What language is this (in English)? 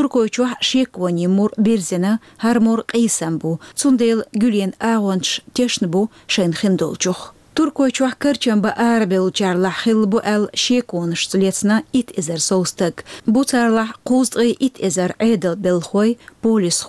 Chechen